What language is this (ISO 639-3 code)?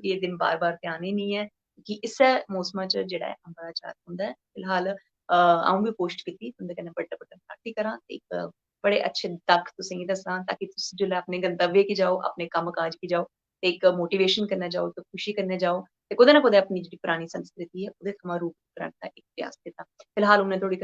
doi